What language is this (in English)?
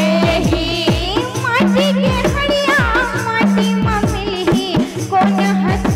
Chhattisgarhi